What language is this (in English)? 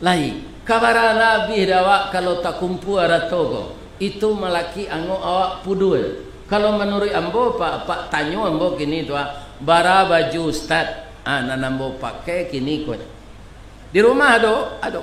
Minangkabau